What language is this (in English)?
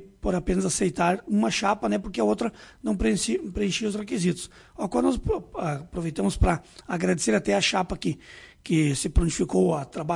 Portuguese